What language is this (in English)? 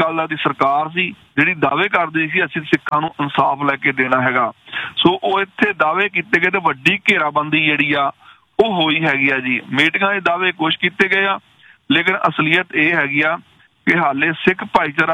Punjabi